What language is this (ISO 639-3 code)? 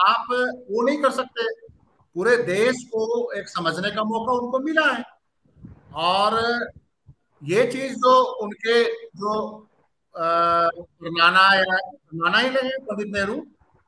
hin